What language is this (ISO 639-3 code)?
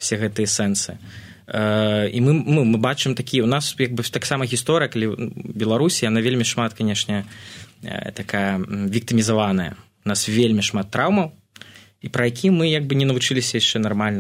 bel